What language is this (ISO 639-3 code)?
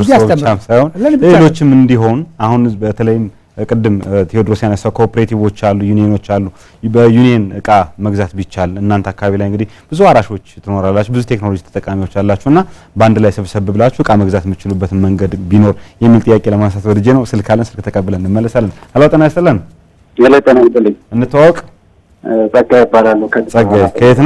amh